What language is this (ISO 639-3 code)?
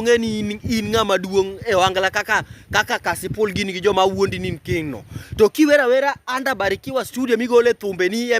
luo